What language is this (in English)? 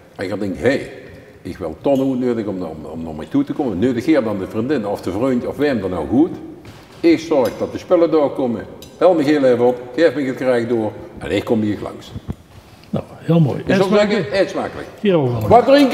Limburgish